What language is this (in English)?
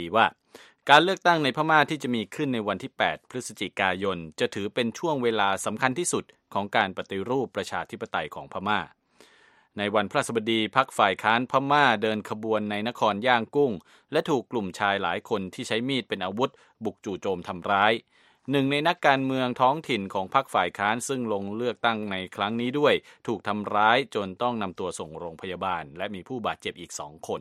Thai